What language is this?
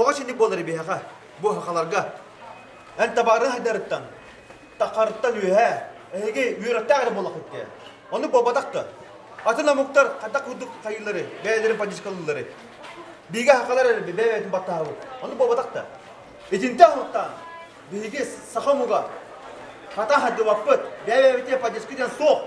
Yakut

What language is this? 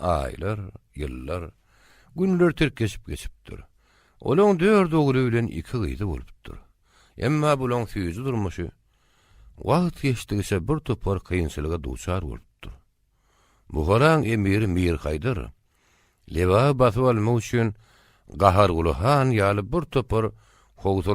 Turkmen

